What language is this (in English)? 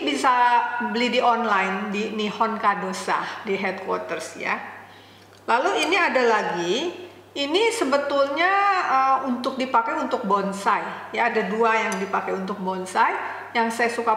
Indonesian